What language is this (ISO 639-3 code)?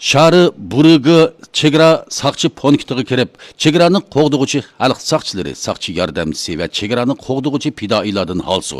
uig